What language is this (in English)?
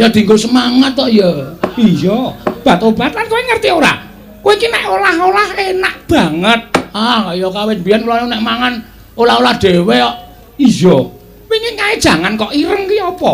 Javanese